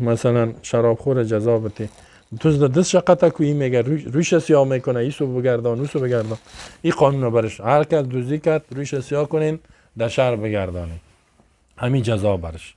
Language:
Persian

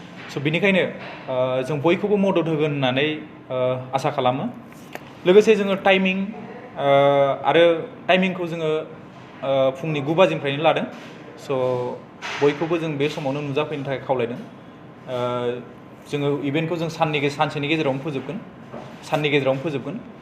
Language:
Bodo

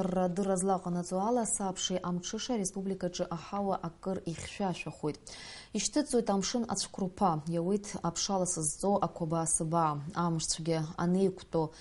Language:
Abkhazian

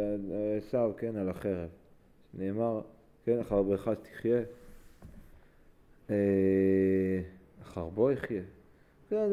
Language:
Hebrew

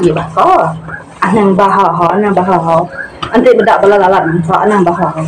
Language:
Iban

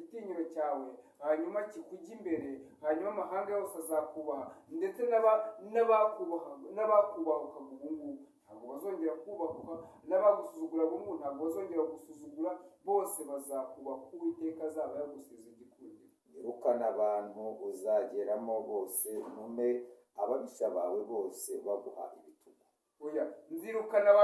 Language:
Kinyarwanda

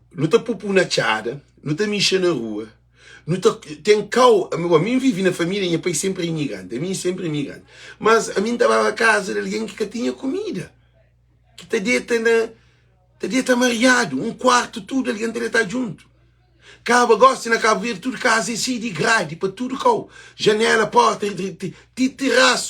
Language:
Kabuverdianu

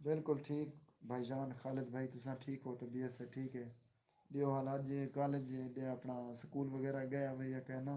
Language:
Saraiki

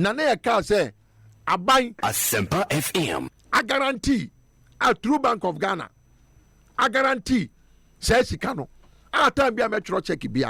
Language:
Akan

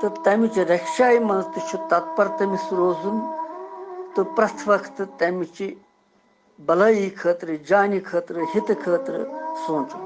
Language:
Kashmiri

